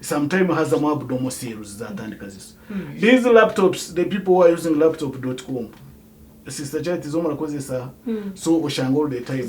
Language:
Nyankole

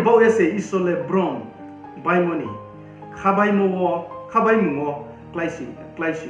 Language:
Riang (India)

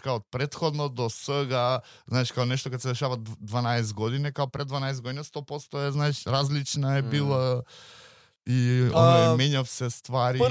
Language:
Macedonian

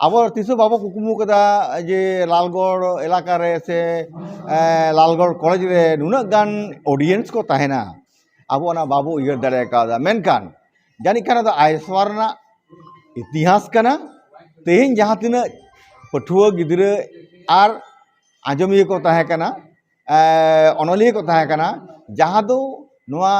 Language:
Santali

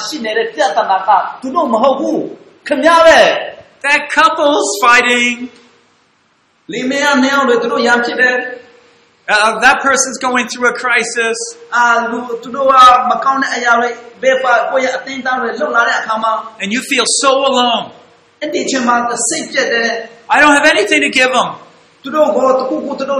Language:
Burmese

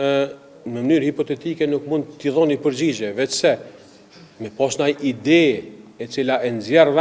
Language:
Albanian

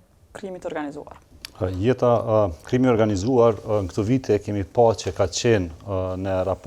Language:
Albanian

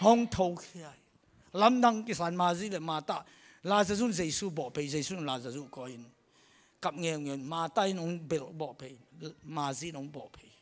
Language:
Tedim Chin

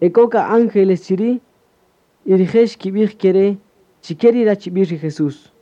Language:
Kaqchikel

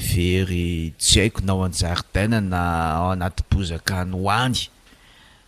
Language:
Malagasy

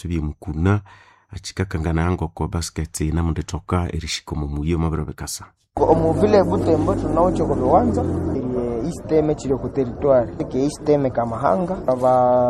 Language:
Nande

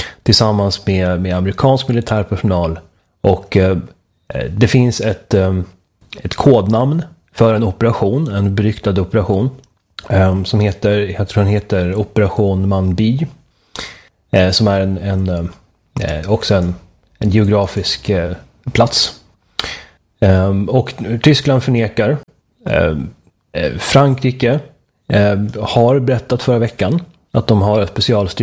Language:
Swedish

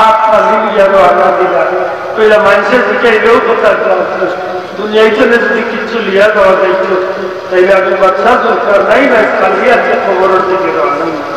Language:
Sylheti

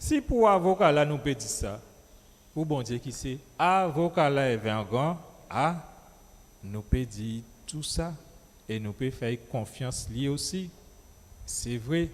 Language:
Guadeloupean Creole French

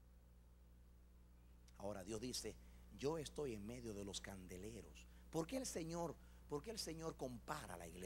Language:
Spanish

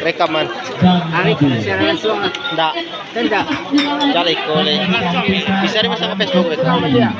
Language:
Minangkabau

